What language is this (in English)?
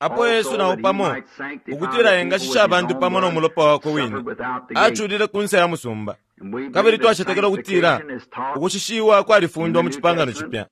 Bemba